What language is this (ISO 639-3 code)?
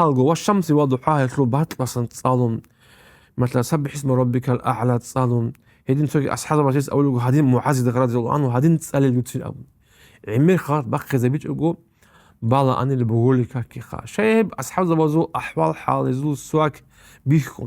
ava